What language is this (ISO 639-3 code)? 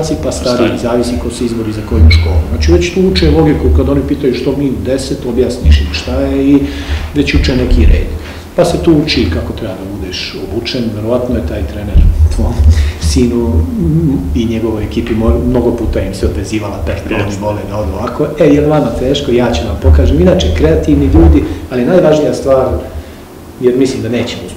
srp